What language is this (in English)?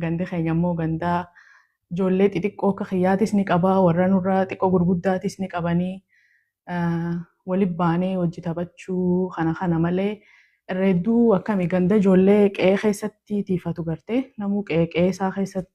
Oromo